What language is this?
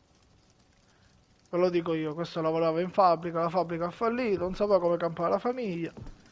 Italian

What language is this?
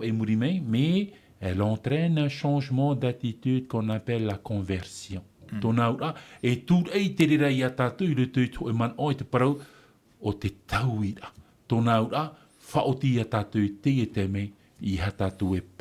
Tahitian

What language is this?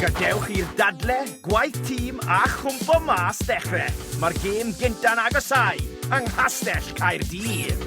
Welsh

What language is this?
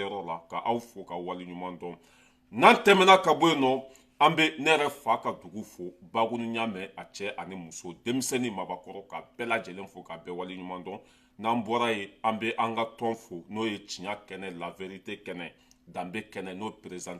Bambara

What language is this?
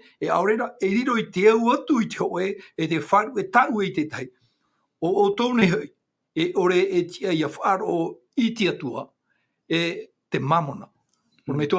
Tahitian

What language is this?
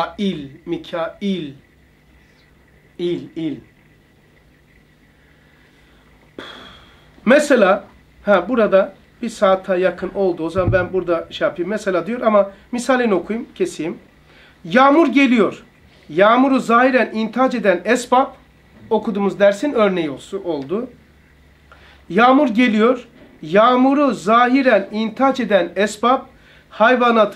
Turkish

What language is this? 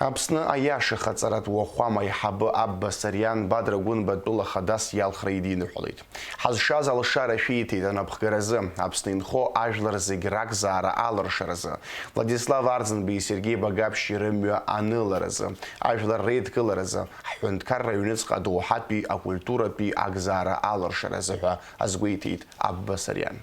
Abkhazian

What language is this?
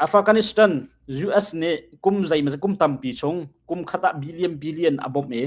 Hakha Chin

